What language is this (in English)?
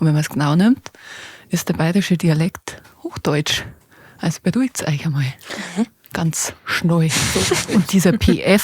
Bavarian